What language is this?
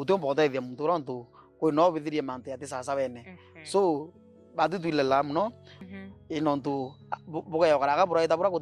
Meru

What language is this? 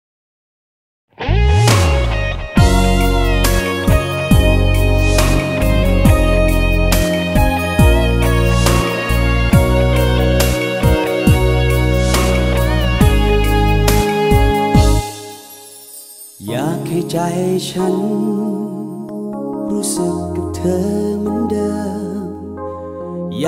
Thai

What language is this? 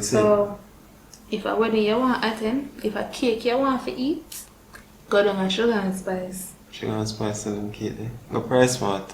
Jamaican Creole English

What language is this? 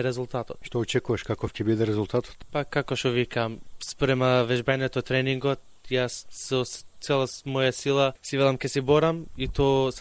Macedonian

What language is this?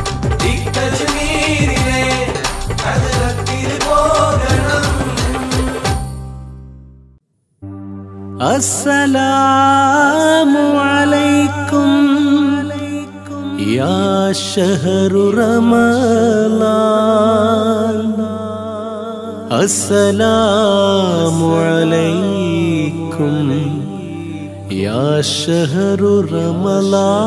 Malayalam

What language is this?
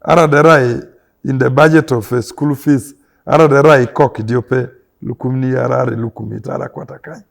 Teso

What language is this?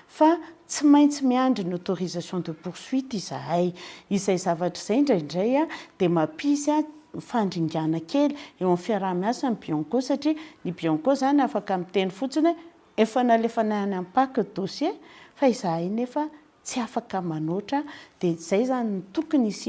Malagasy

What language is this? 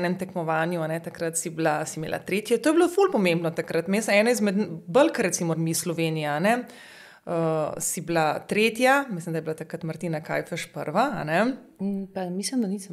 Slovenian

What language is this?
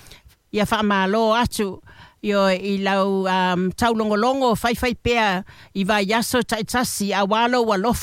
Samoan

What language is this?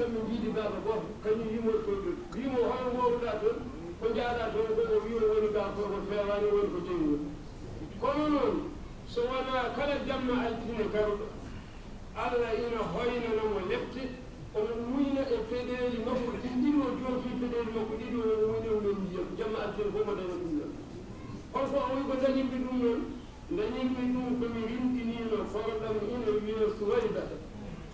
Fula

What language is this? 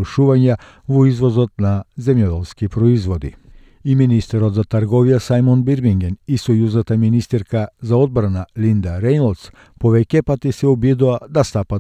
Macedonian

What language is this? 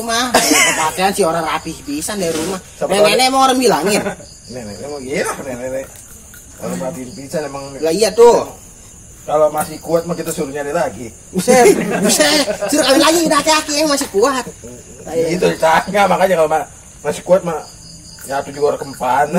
Betawi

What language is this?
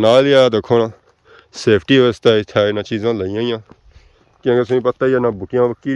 Pahari-Potwari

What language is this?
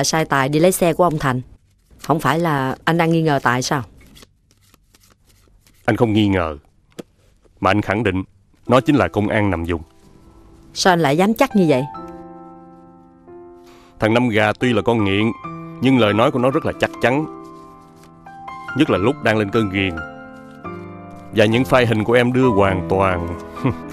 Vietnamese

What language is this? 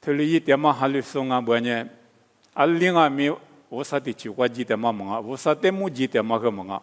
Lisu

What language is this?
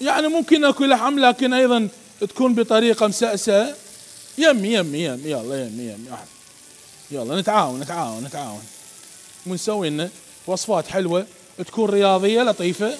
Mesopotamian Arabic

